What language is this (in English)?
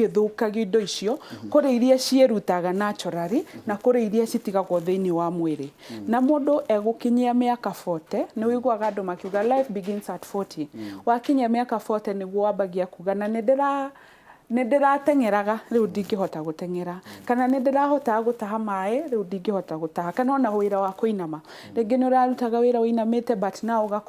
Kikuyu